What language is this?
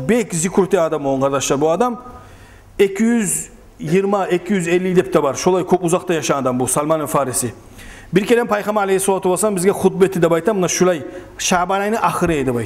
Kumyk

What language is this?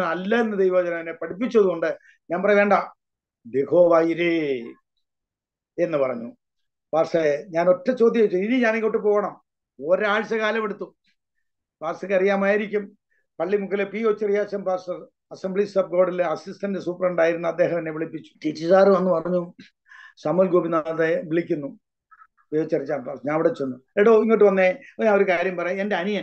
Malayalam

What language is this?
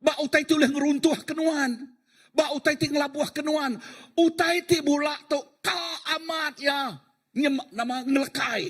Iban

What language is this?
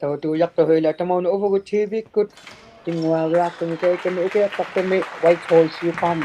Inuktitut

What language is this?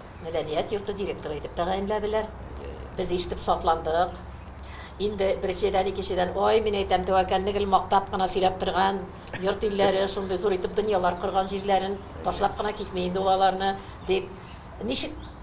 Tatar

